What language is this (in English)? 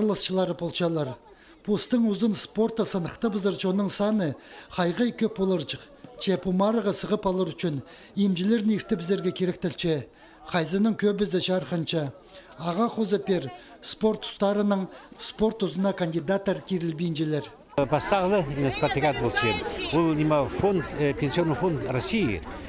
Khakas